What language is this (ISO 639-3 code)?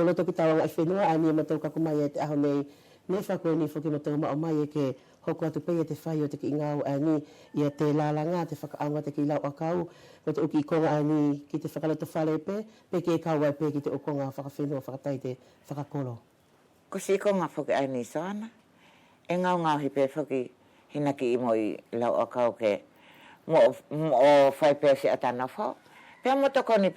wls